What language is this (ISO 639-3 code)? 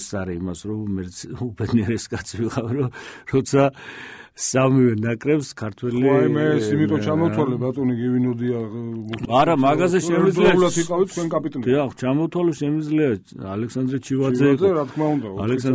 kat